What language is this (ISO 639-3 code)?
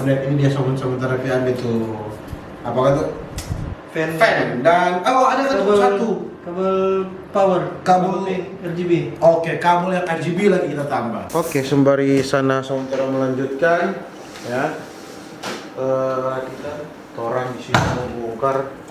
xmm